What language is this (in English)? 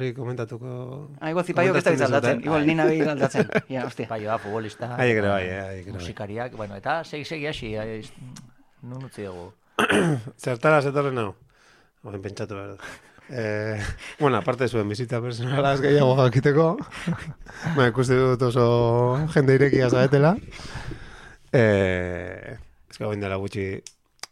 Basque